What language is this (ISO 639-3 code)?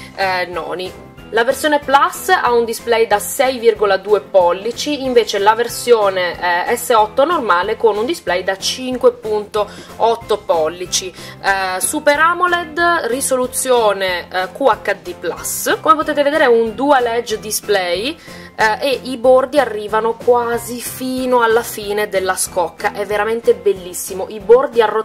ita